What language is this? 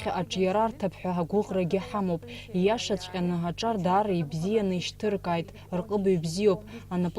Abkhazian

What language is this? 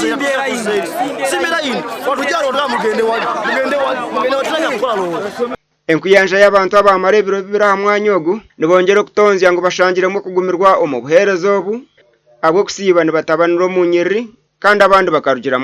Nyankole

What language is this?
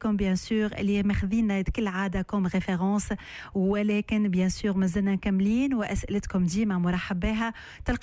Tunisian Arabic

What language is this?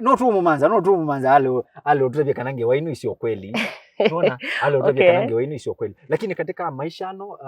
Kamba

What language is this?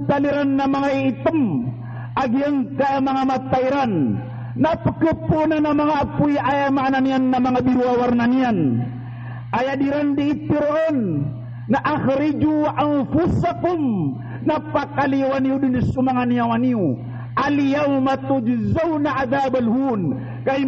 Maranao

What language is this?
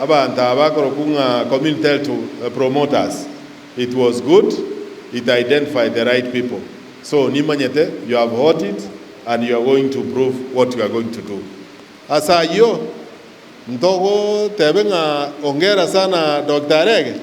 Gusii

